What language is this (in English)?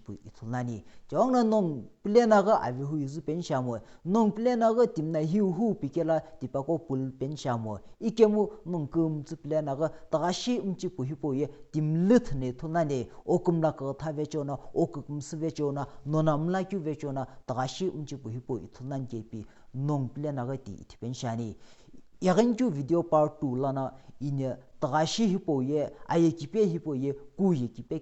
Sumi Naga